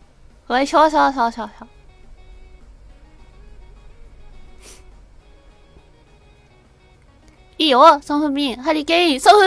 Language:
Japanese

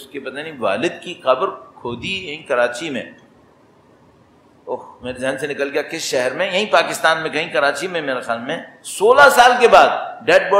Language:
Urdu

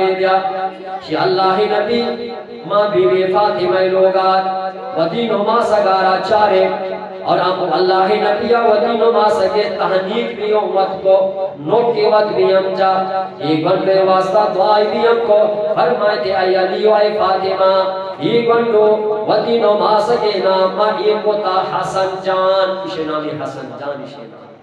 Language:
Eastern Balochi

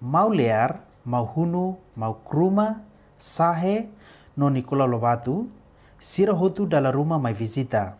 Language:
Tetum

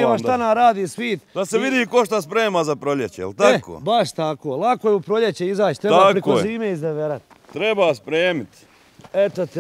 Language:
Bosnian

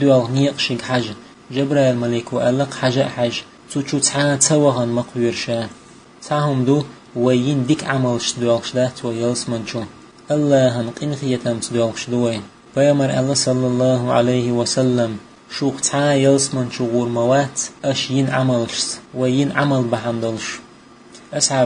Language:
Chechen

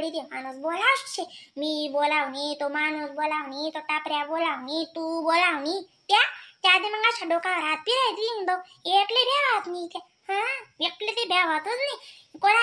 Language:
Khandesi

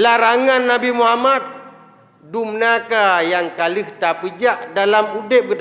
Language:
Achinese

